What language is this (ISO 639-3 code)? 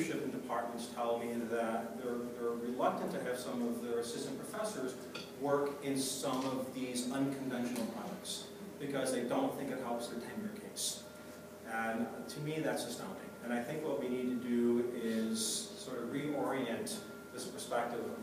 eng